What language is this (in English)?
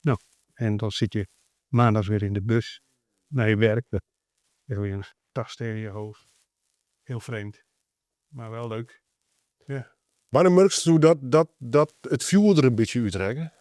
Western Frisian